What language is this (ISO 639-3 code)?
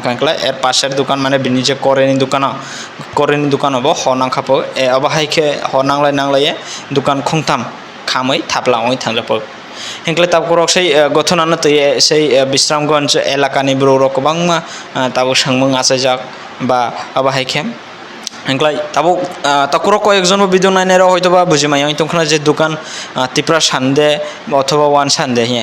trp